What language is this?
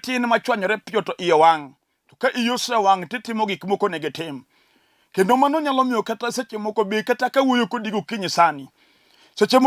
Luo (Kenya and Tanzania)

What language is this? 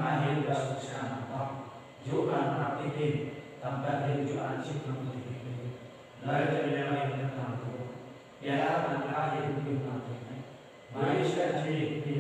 Central Mnong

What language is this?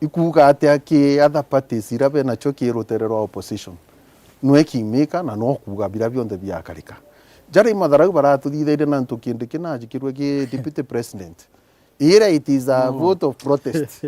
Meru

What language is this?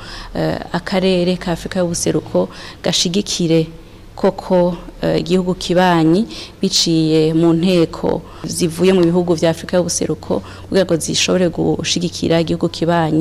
Rundi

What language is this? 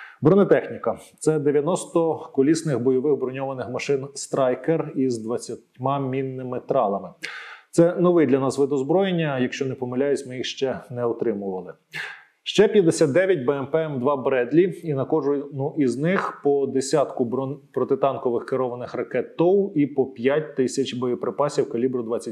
Ukrainian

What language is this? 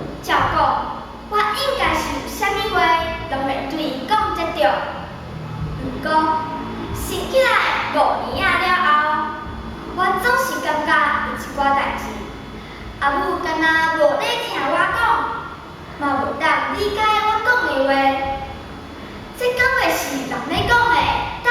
Min Nan Chinese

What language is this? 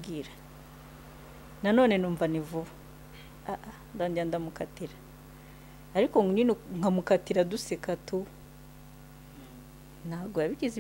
Kinyarwanda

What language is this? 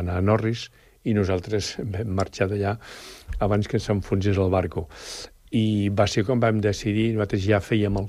Catalan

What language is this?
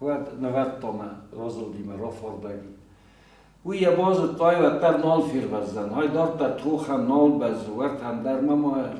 Ossetic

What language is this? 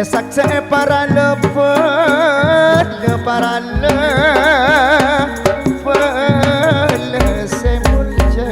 Madurese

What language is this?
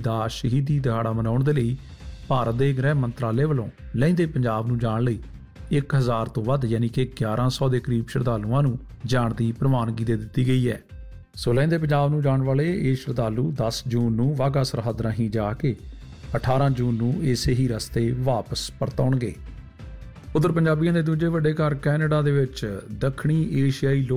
Punjabi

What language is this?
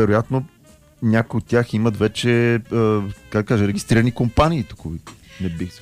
Bulgarian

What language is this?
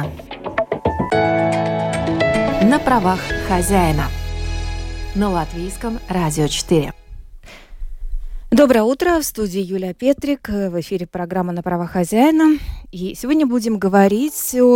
Russian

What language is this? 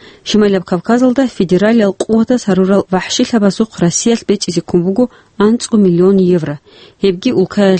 Avaric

